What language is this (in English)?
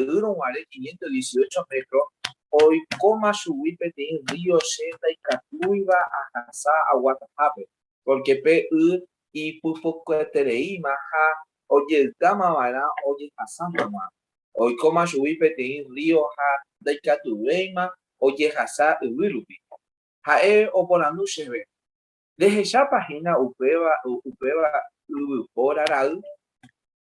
Guarani